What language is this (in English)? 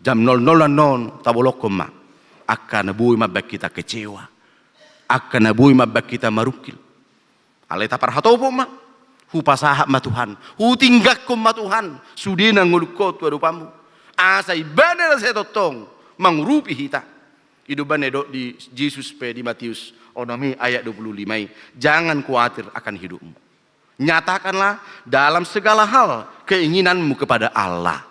Batak Toba